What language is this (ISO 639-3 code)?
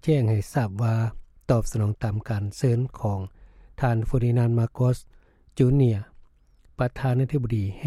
lao